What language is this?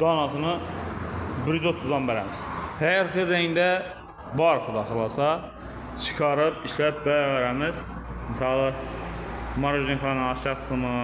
Uzbek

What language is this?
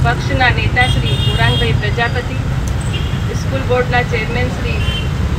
Gujarati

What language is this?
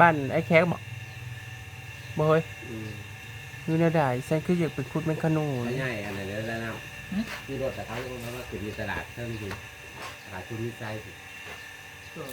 Northeastern Thai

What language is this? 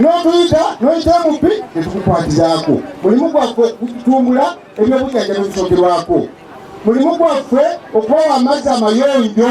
Ganda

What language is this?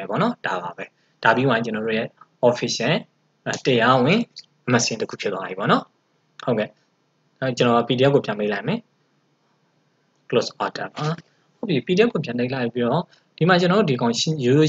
Burmese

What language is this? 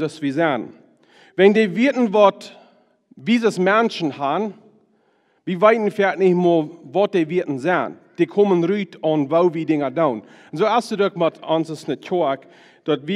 Plautdietsch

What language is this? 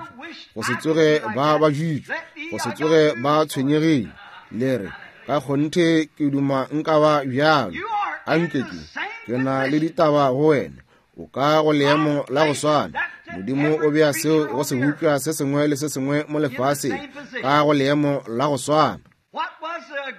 Northern Sotho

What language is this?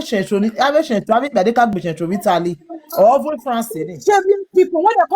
Nigerian Pidgin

